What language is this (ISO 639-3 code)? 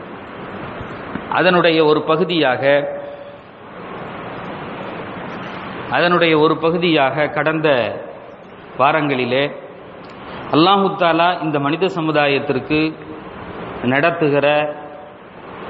tam